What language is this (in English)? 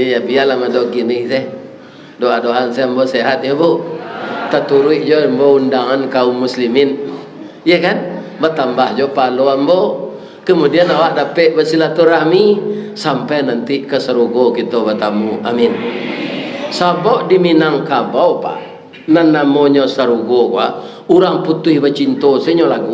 Minangkabau